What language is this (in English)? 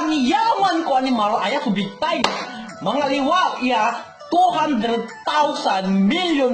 Pangasinan